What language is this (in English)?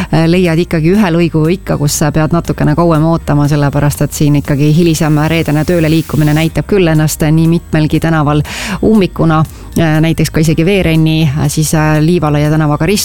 Estonian